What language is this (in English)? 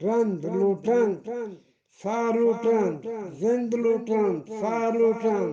Eastern Balochi